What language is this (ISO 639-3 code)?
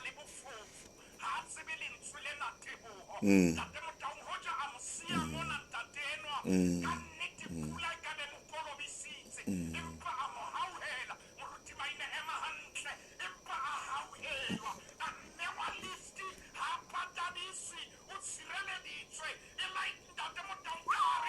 sot